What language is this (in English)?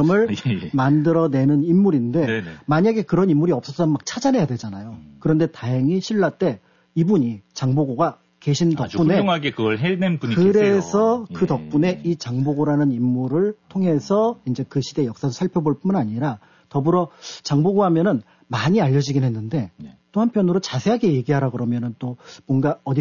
Korean